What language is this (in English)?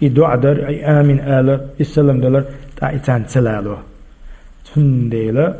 Chechen